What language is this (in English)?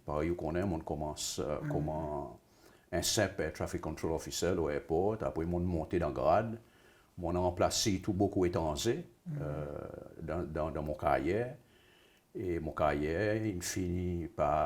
Seselwa Creole French